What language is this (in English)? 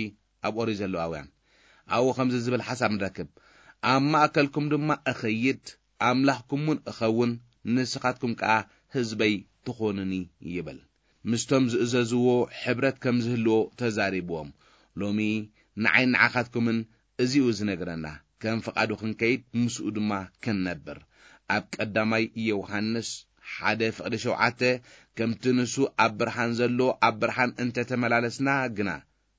Tigrinya